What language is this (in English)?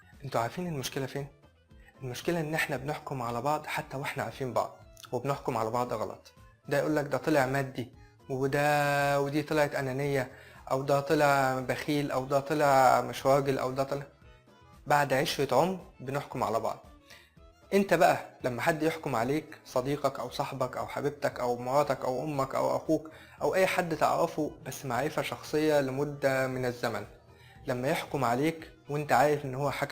Egyptian Arabic